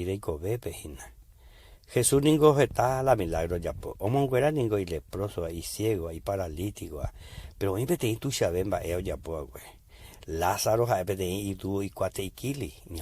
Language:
Guarani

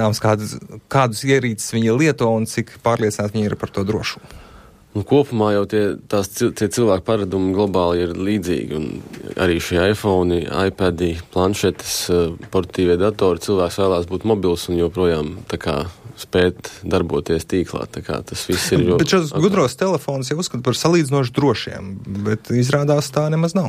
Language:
Latvian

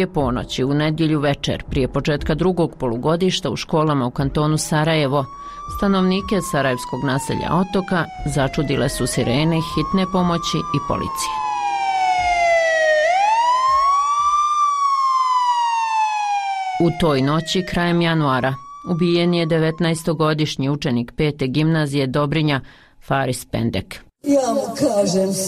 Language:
Bosnian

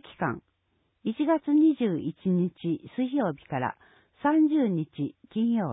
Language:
Japanese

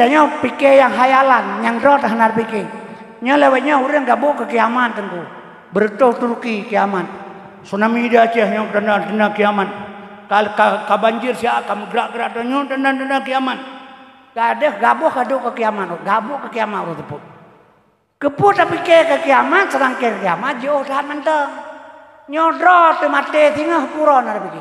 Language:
Achinese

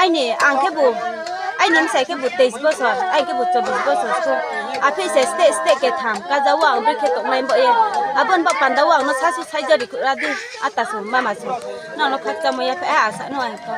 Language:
Riang (India)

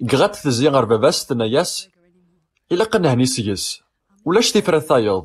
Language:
Kabyle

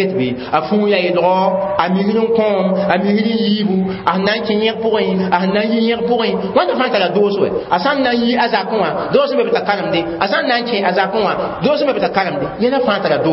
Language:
Mossi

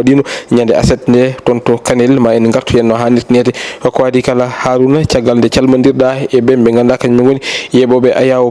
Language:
Fula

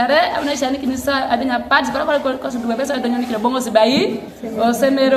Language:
Teso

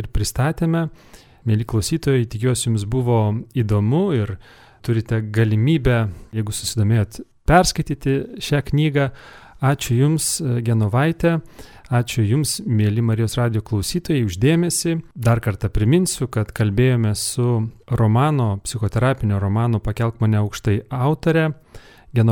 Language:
Lithuanian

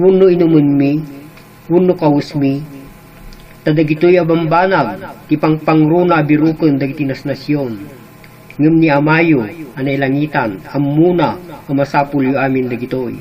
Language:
Iloko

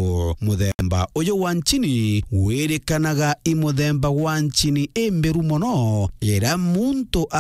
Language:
Meru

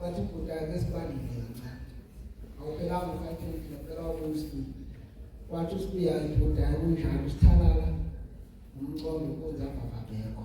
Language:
Zulu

